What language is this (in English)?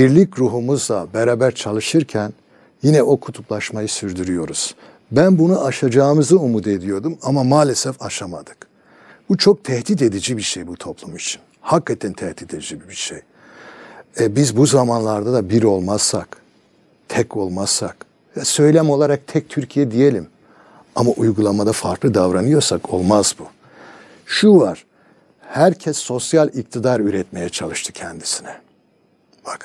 Turkish